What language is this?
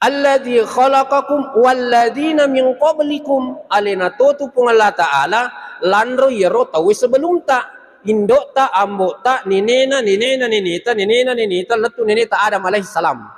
Buginese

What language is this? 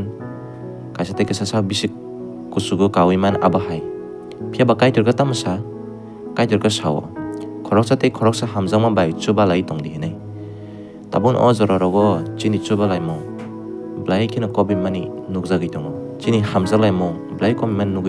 Kok Borok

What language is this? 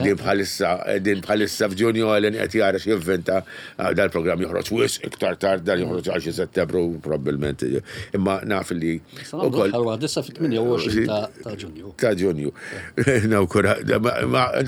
Maltese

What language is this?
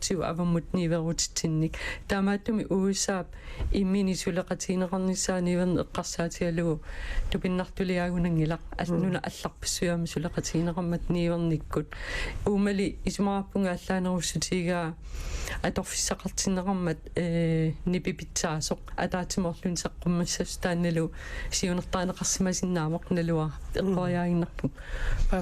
Kalaallisut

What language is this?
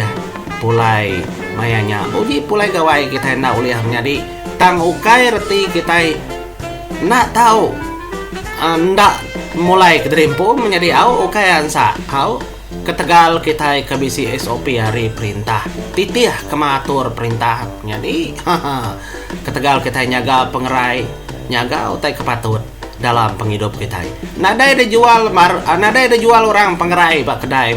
Iban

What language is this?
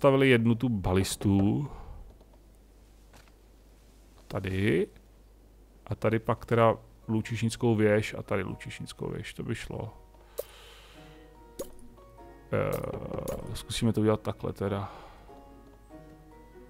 Czech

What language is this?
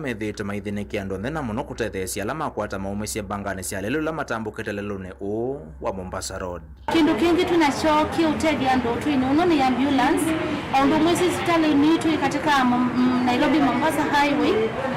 Kamba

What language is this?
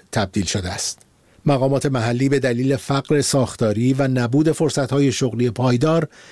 Persian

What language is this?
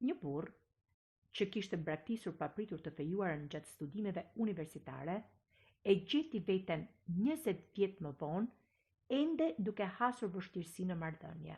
Albanian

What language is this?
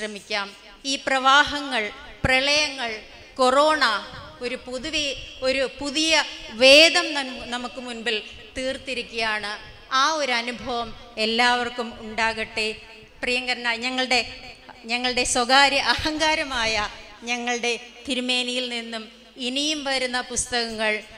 Malayalam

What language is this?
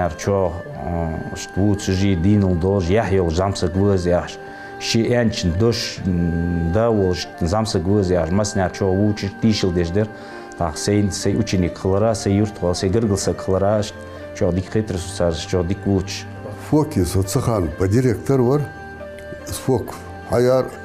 Ingush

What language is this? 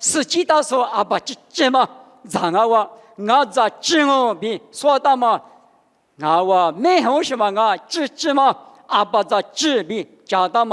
Lisu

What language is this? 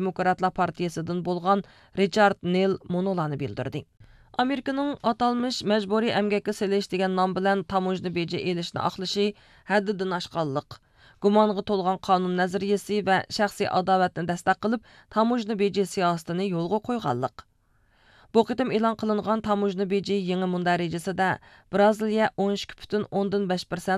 Uyghur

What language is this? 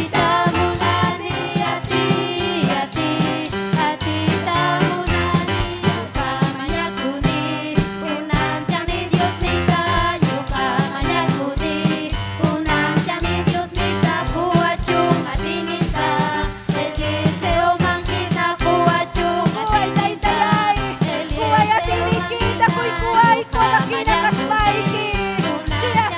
Ayacucho Quechua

